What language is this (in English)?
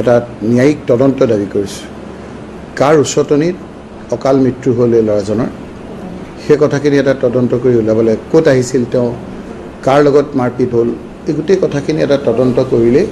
Assamese